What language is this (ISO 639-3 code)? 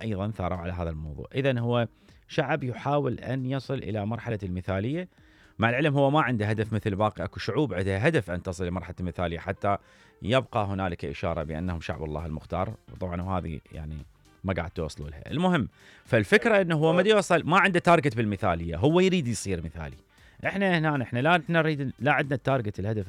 acm